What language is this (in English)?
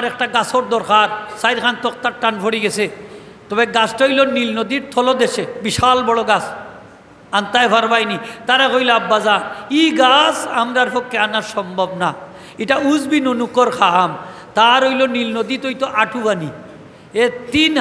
Sylheti